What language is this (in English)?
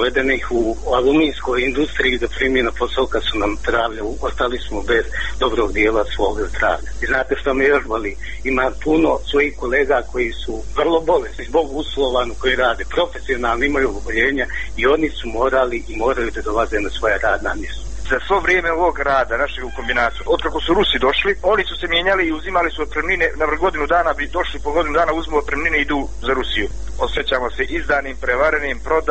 Serbian